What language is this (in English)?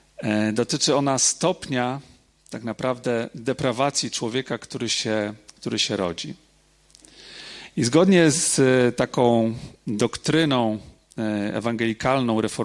Polish